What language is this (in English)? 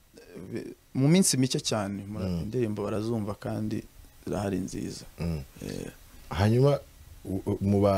Kinyarwanda